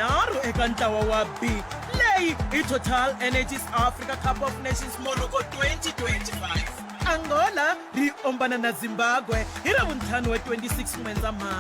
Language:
Tsonga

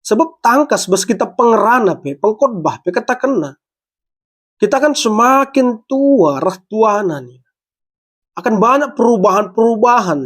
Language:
Batak Karo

